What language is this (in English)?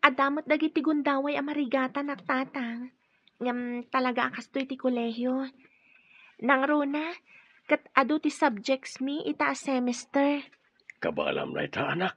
Iloko